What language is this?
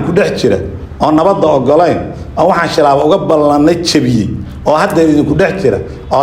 Somali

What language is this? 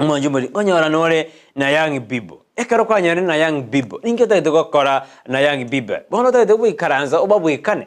Gusii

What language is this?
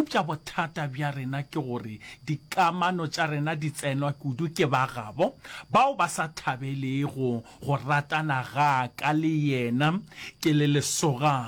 Northern Sotho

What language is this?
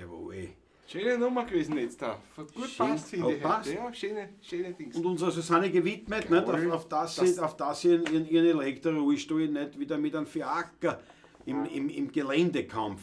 Bavarian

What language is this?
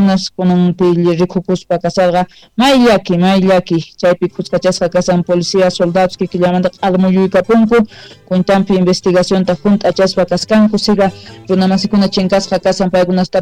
South Bolivian Quechua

